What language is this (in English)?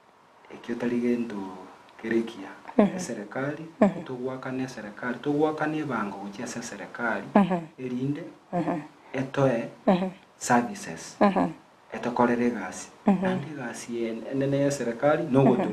Gusii